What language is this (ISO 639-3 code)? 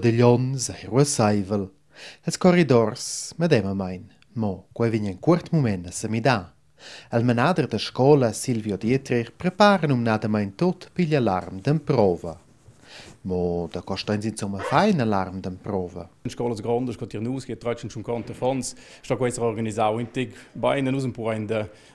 roh